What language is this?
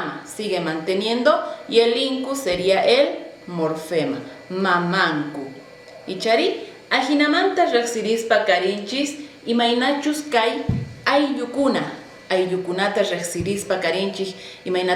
South Bolivian Quechua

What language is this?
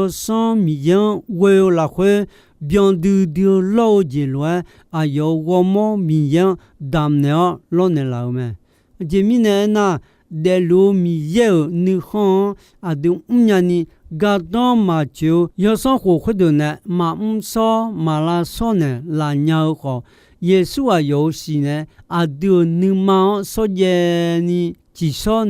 Akha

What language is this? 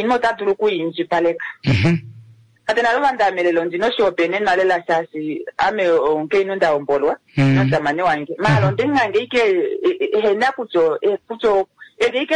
Kuanyama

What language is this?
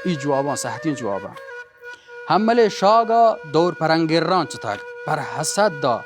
Baluchi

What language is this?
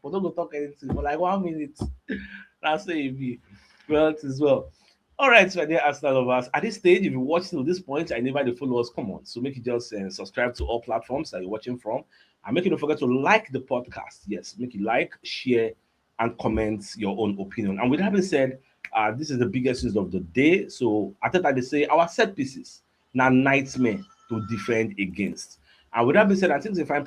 Nigerian Pidgin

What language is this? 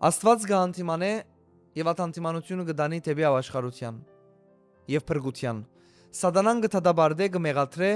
Western Armenian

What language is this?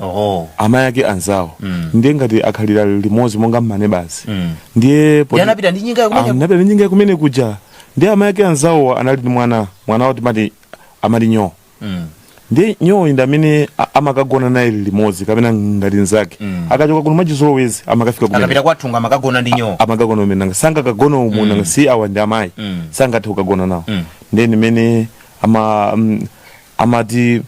Nyanja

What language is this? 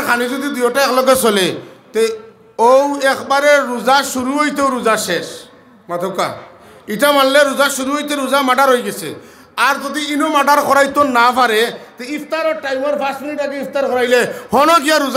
Sylheti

